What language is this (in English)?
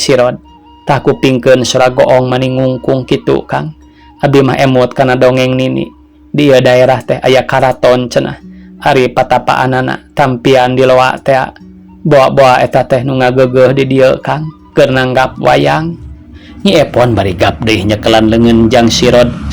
Sundanese